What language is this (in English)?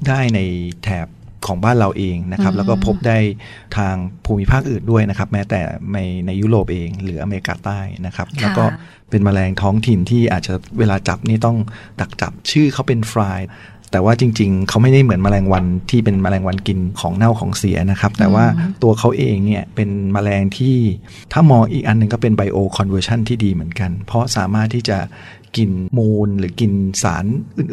Thai